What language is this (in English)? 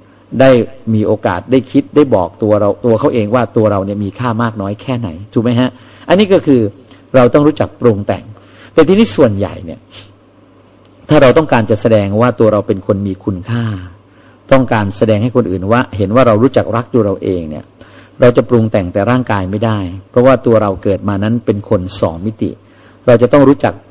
Thai